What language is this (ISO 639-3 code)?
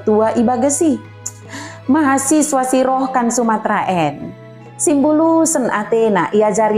btd